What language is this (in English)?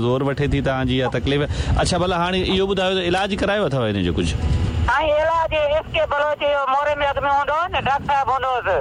Sindhi